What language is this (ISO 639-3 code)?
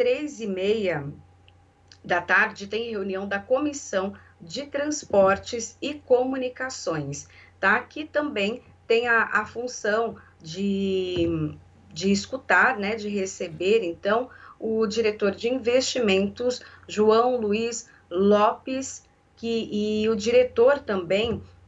por